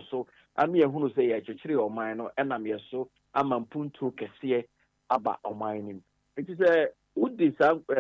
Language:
Akan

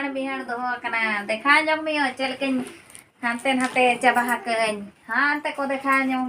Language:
Santali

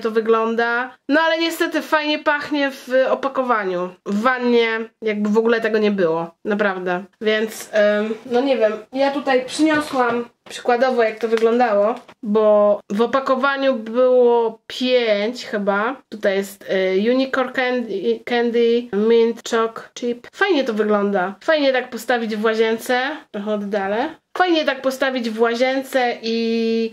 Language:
Polish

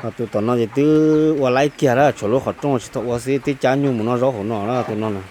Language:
Hmong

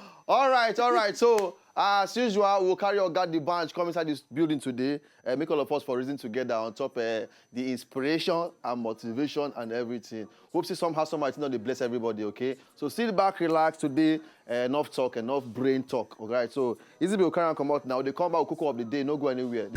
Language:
Nigerian Pidgin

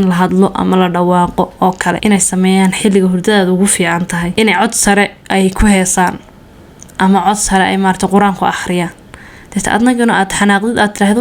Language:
Somali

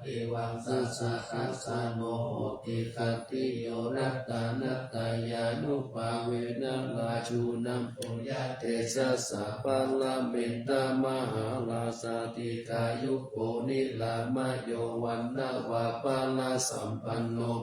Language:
Pali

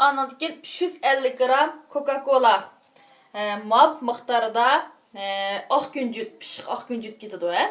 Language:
Uyghur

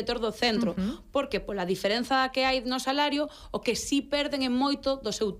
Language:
Galician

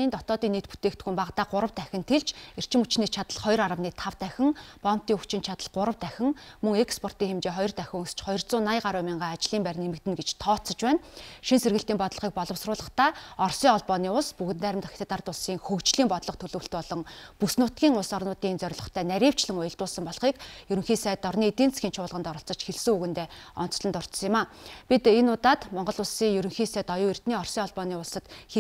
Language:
Mongolian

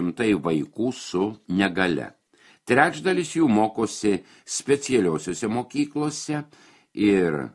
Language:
Lithuanian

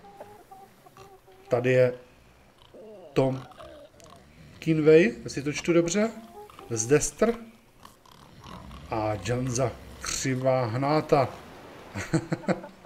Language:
Czech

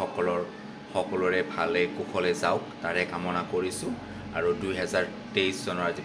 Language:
Assamese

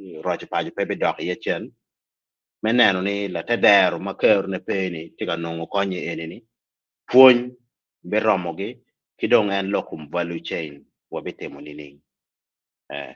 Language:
Acoli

